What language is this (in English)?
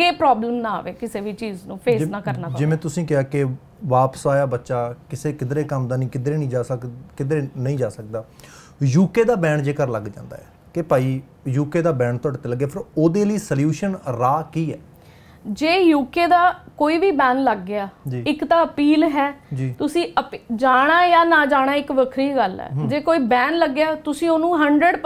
Punjabi